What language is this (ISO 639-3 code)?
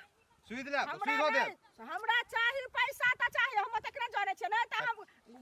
mai